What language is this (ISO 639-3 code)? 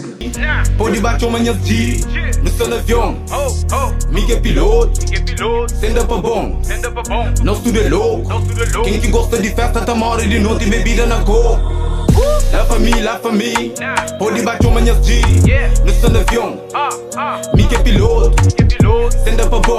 kea